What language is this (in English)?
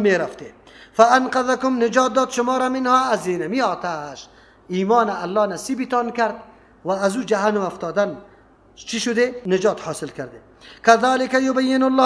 Persian